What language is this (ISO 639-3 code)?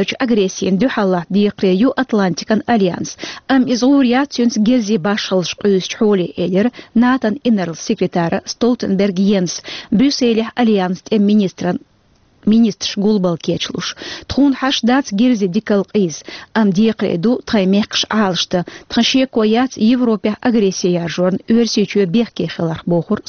che